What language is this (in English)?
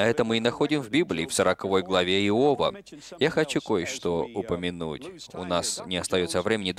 Russian